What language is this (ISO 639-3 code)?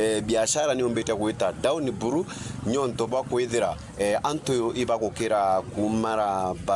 mer